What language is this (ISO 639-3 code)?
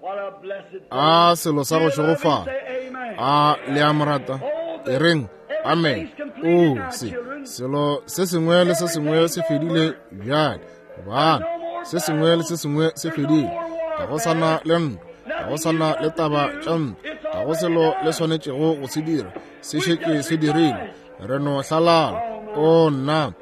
nso